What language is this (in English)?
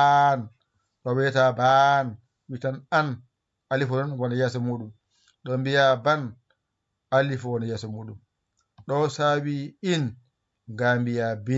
Fula